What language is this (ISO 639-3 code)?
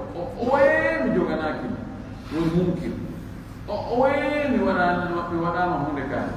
fuf